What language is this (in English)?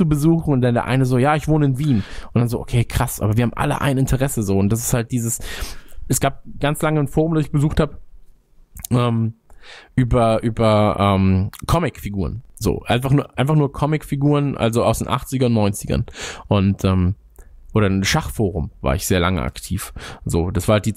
German